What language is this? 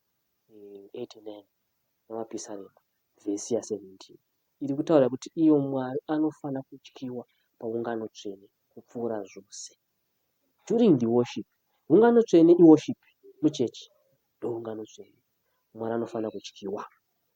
Shona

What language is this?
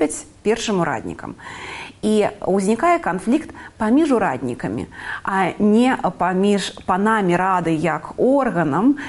Belarusian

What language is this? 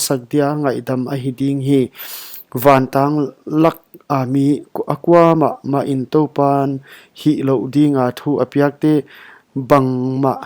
Paite Chin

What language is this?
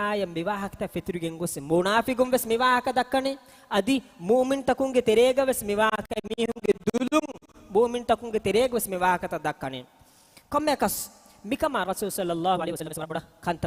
Divehi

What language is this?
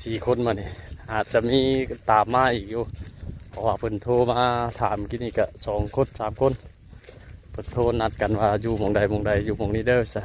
Lao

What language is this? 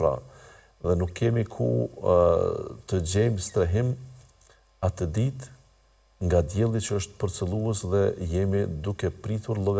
Albanian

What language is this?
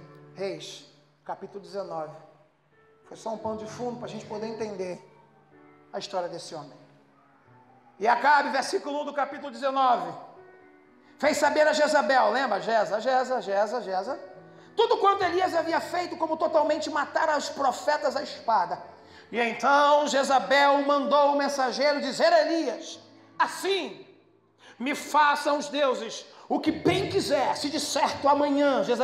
Portuguese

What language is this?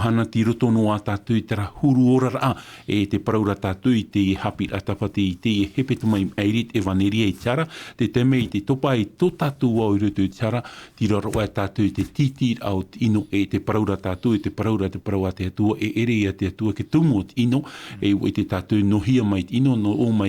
Tahitian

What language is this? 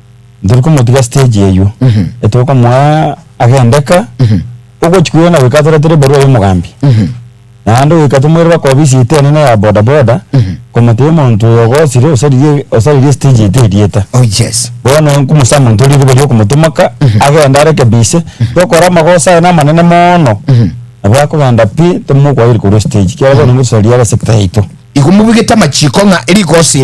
Gusii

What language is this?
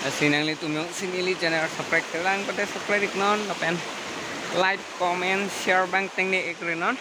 Karbi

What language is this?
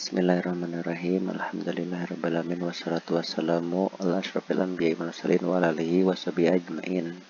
Sundanese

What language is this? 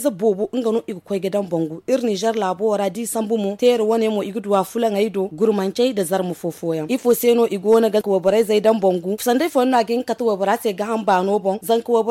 Zarma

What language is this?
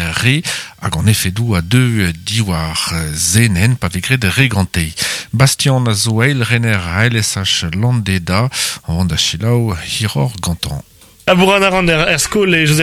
Breton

